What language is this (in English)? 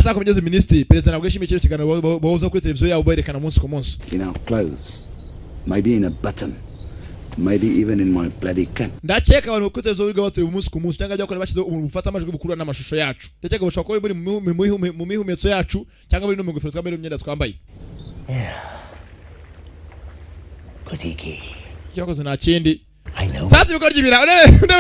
Kinyarwanda